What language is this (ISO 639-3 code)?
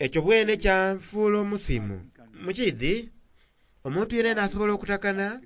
xog